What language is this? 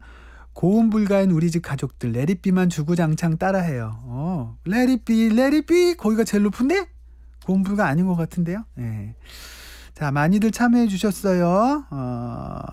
Korean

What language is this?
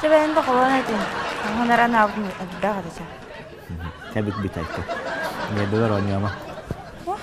Yakut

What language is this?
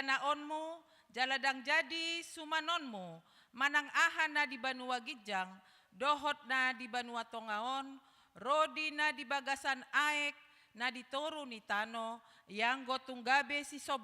Batak Toba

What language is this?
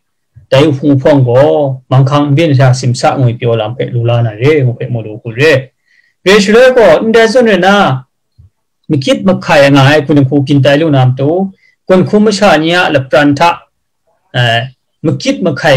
Kachin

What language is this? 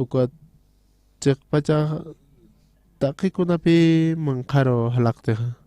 Aymara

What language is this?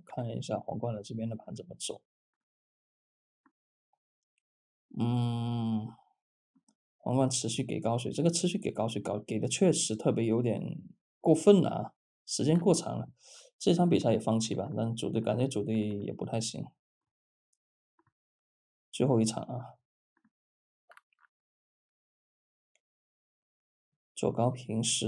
Chinese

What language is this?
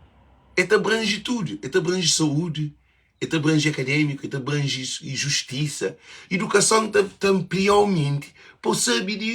Kabuverdianu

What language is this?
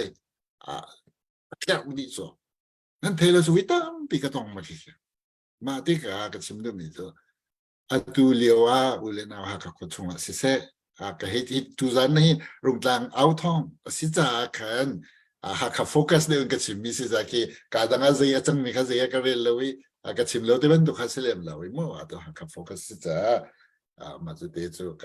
Hakha Chin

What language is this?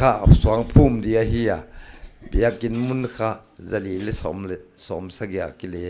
Paite Chin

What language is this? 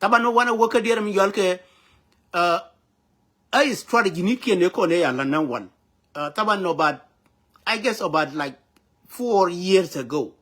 Nuer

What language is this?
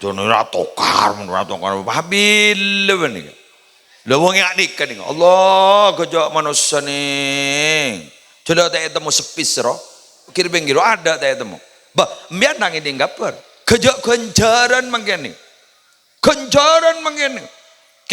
Madurese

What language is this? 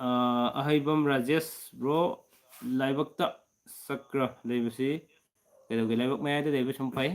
Manipuri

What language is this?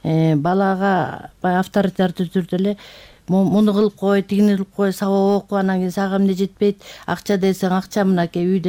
Kyrgyz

